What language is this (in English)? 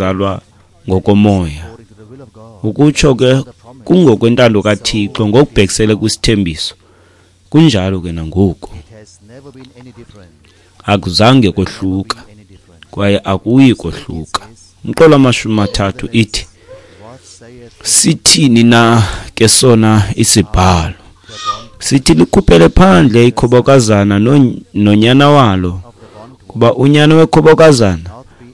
Xhosa